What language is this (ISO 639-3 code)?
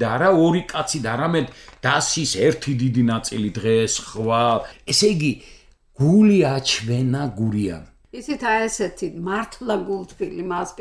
kat